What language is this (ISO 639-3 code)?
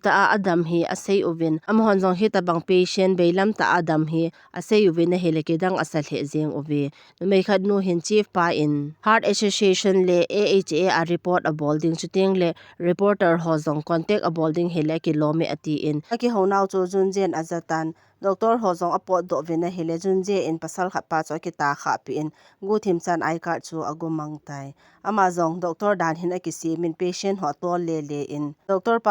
tcz